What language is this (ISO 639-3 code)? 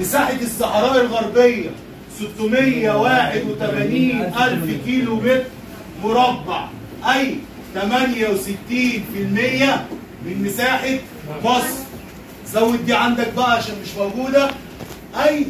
arz